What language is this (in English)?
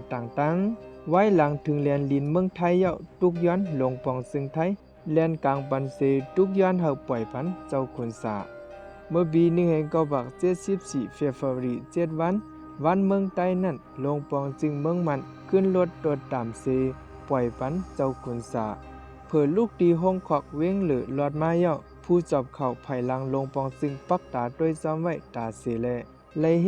Shan